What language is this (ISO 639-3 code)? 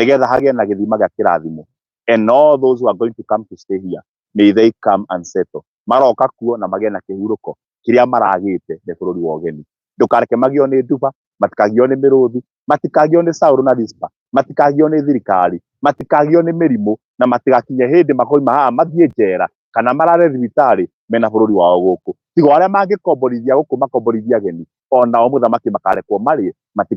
kik